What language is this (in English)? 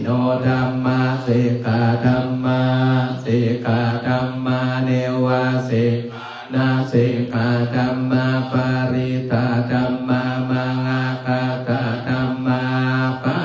Pali